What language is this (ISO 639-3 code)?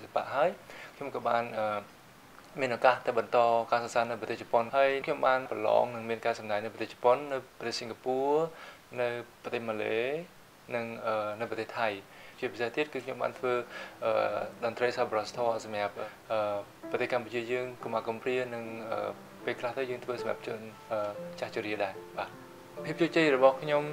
khm